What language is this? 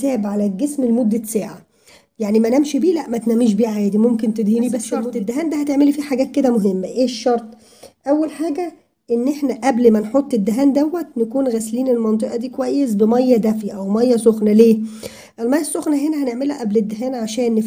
Egyptian Arabic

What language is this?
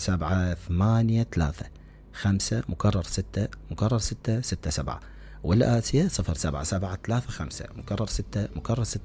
Mesopotamian Arabic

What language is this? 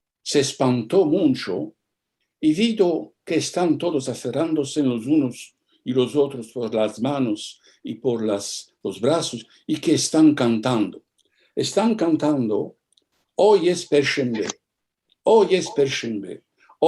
Ladino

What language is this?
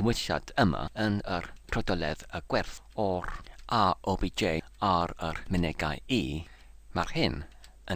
Welsh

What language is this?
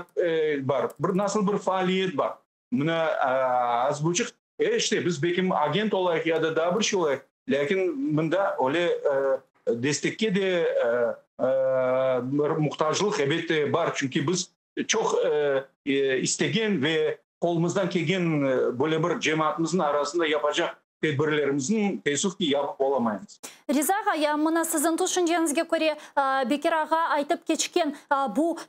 Crimean Tatar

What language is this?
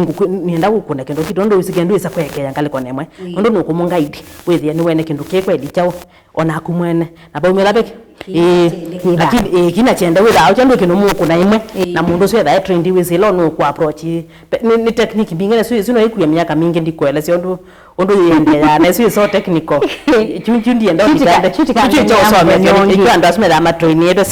Kamba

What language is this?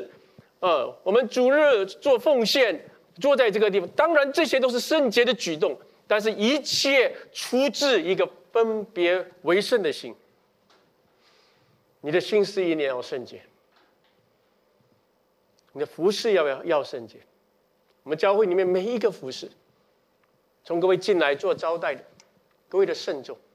Chinese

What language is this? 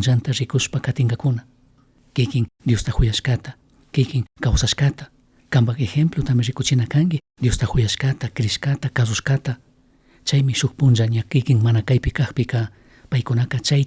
Chimborazo Highland Quichua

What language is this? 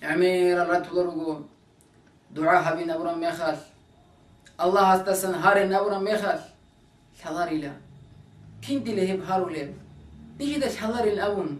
Avaric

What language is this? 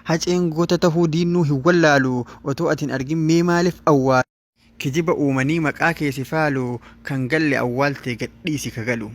Oromo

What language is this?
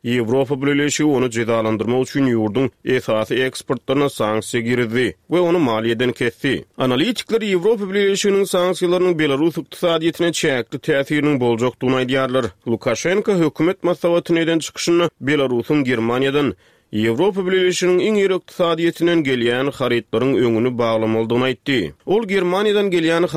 Turkmen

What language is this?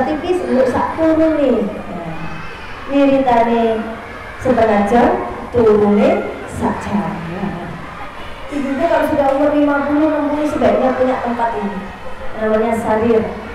Indonesian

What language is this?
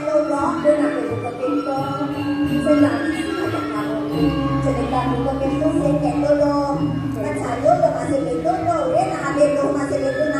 Balinese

